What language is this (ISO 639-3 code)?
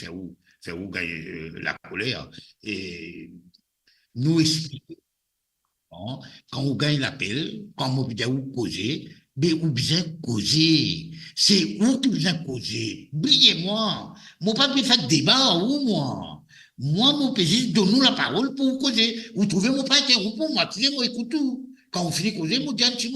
mfe